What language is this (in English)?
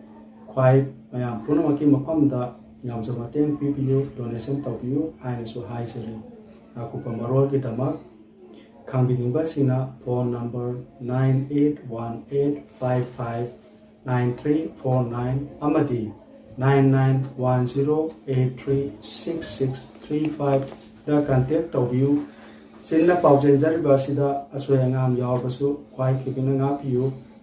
Manipuri